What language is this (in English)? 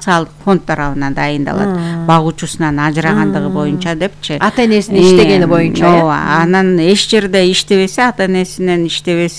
Kyrgyz